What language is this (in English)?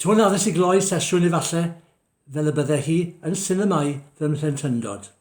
Welsh